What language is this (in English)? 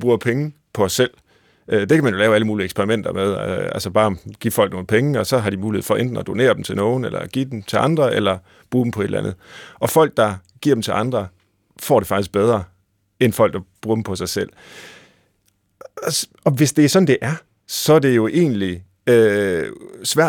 Danish